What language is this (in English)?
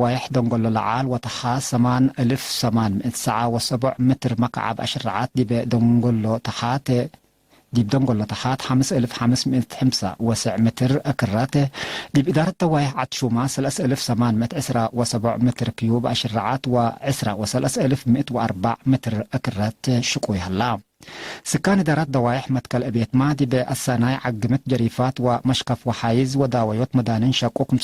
Tigre